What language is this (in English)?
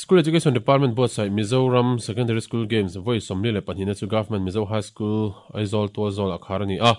Mizo